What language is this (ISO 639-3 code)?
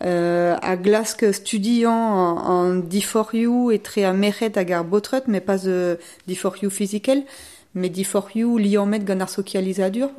bre